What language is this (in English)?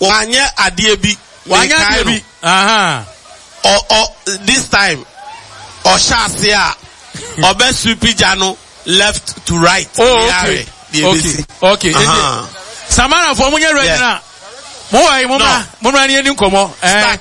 Akan